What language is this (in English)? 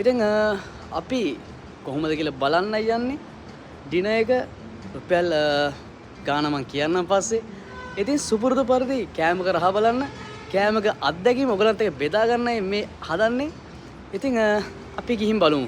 Sinhala